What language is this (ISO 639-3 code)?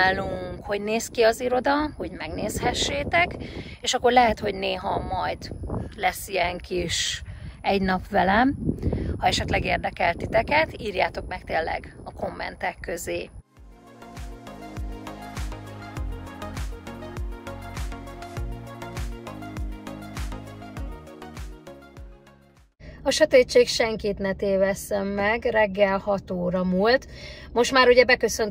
hun